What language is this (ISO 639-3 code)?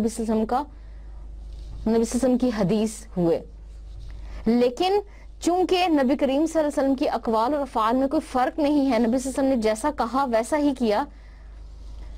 urd